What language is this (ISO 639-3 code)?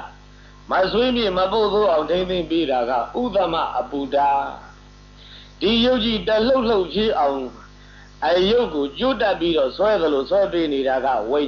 mya